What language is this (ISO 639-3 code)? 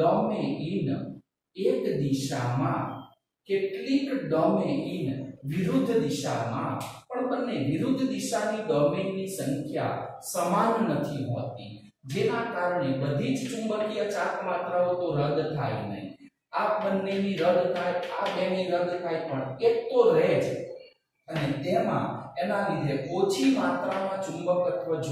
guj